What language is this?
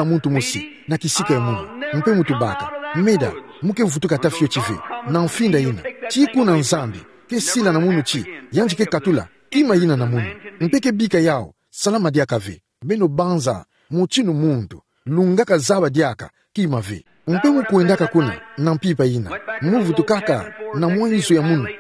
Kituba (Democratic Republic of Congo)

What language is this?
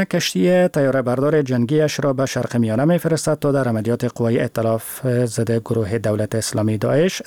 Persian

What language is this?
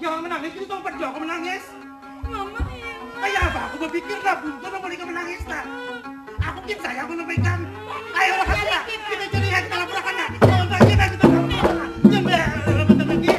Banjar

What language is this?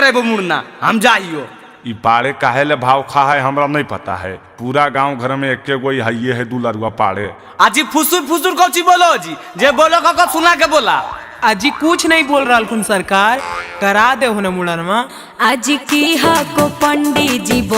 Magahi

